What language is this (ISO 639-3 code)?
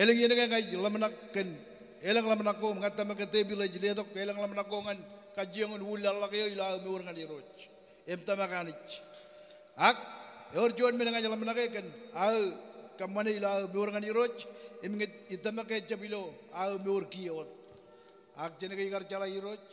mah